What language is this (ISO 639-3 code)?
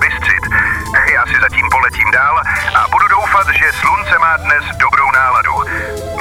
ces